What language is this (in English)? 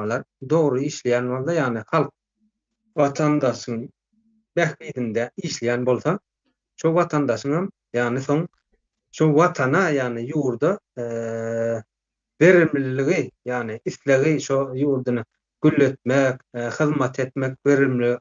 Turkmen